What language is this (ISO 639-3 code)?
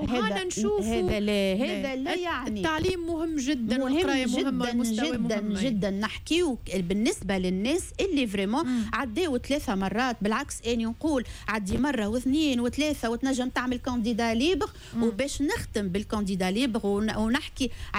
aeb